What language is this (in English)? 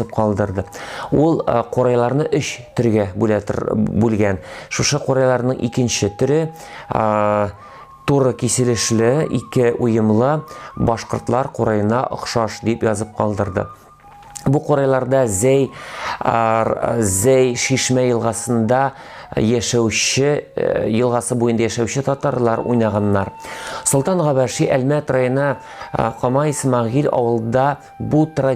Tatar